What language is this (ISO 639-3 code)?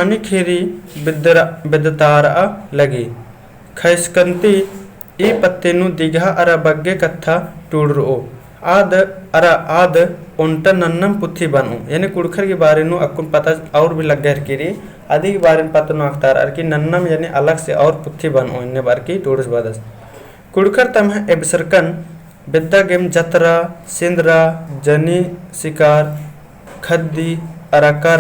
kru